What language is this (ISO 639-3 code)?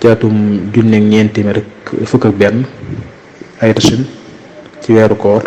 wol